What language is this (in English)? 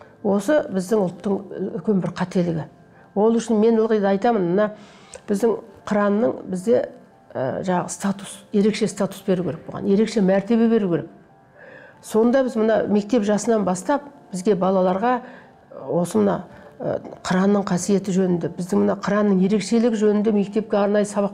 Kazakh